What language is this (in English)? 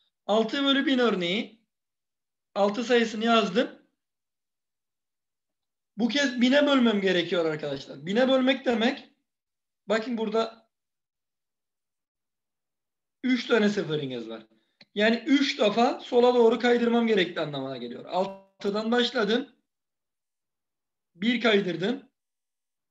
Turkish